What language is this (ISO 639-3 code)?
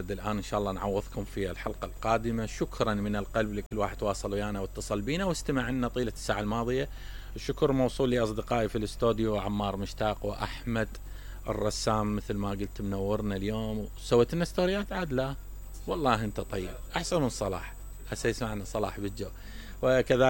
acm